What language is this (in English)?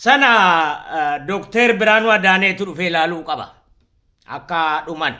Oromo